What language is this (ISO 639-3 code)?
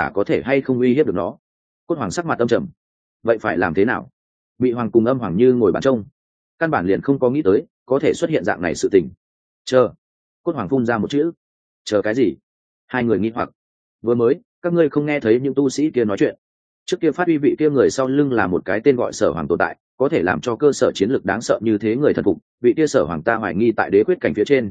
vie